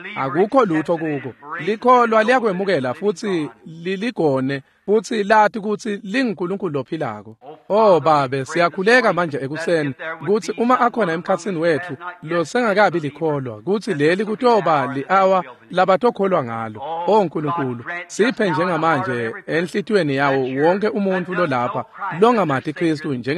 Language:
Swati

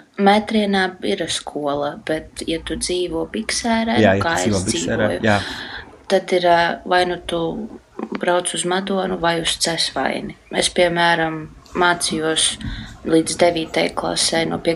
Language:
Latvian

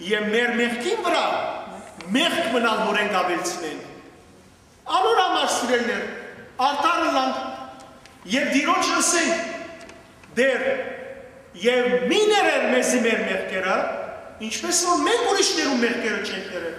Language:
Western Armenian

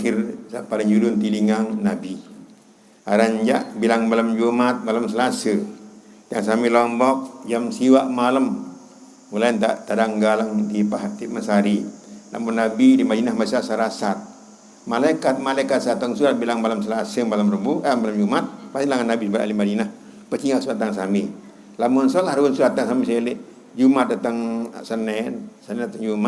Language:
Sasak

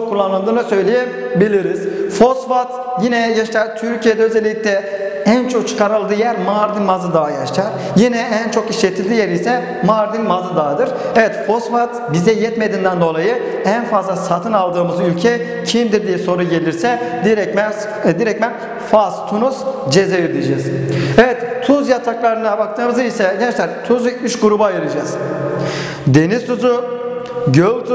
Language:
Turkish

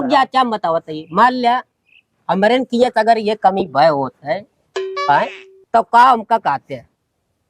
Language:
Awadhi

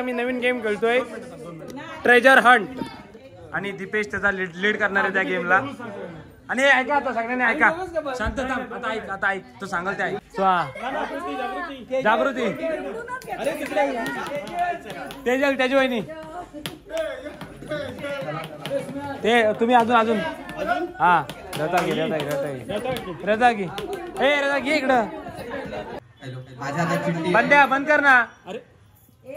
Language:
Marathi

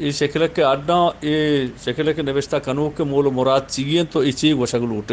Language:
Eastern Balochi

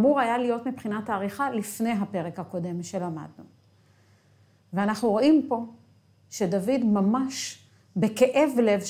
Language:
Hebrew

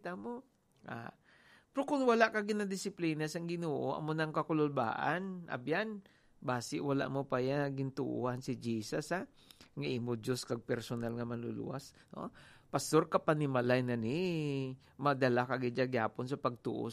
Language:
Hiligaynon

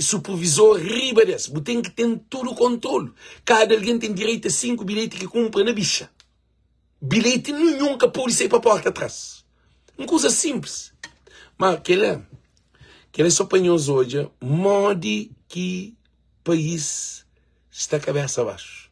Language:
Kabuverdianu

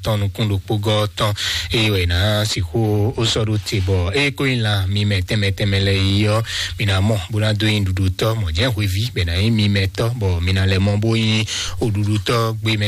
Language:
Fon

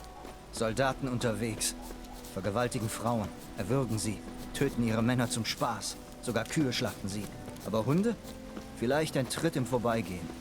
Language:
Swiss German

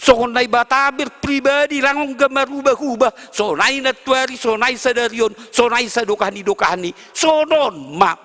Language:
Batak Simalungun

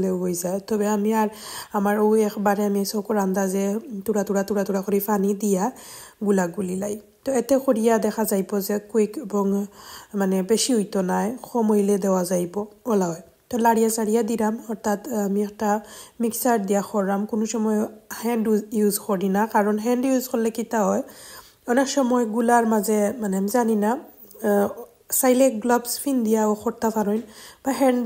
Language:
Sylheti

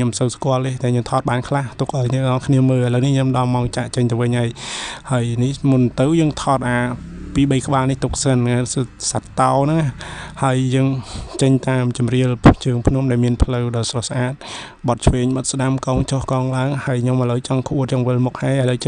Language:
Khmer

